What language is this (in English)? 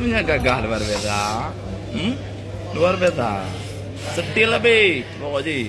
Achinese